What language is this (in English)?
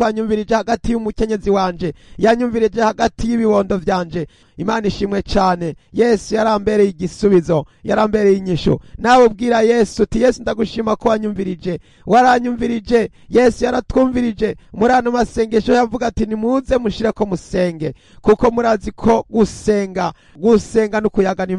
Rundi